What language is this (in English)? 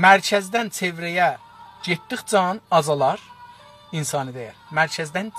South Azerbaijani